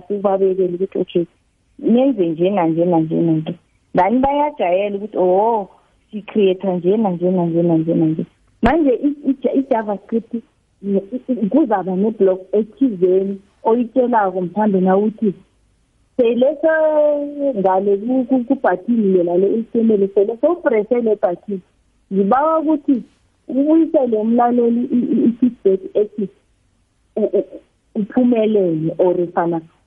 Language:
South Ndebele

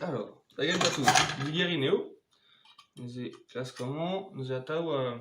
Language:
Breton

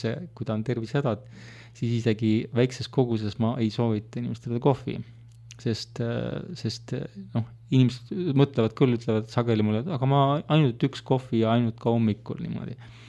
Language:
Estonian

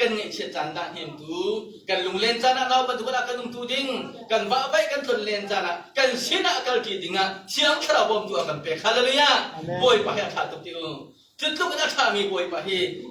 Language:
Hakha Chin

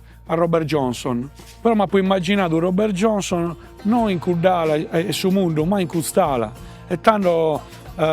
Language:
Sardinian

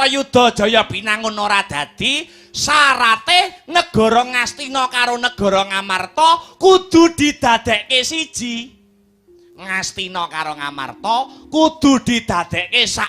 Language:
Javanese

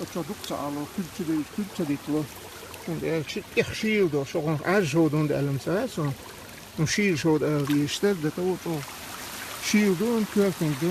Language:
Chechen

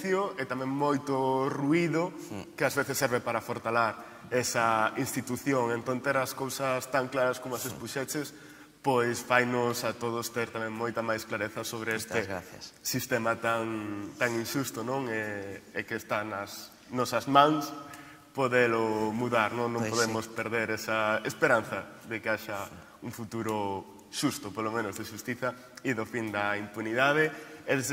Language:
Galician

